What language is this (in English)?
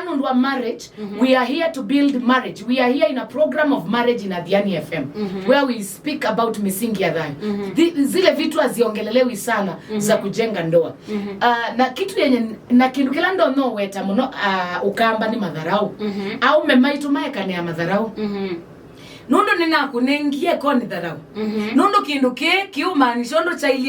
Kamba